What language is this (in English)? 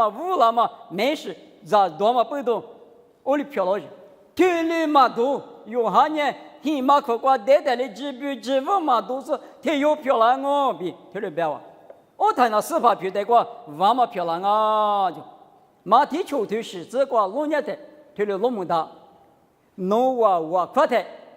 Lisu